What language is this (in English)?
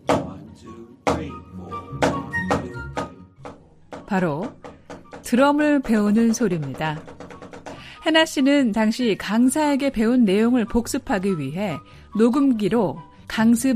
Korean